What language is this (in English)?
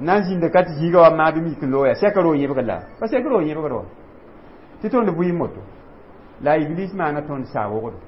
Mossi